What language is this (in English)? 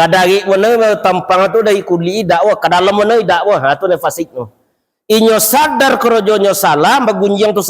Minangkabau